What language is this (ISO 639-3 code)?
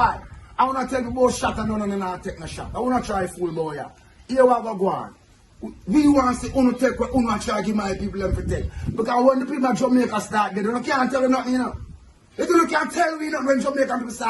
jam